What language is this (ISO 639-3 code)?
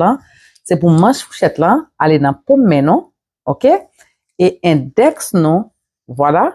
hat